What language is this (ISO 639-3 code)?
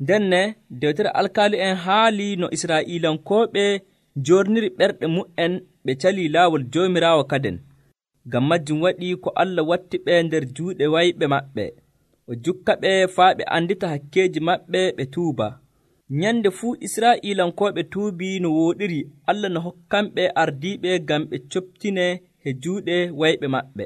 fuv